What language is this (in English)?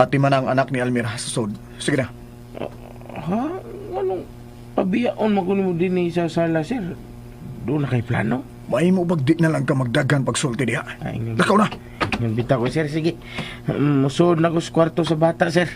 Cebuano